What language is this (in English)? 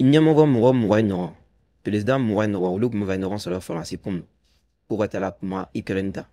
Bambara